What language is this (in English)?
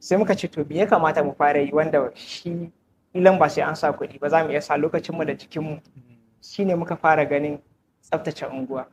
Hausa